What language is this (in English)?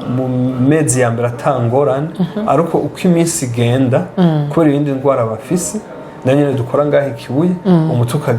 Rundi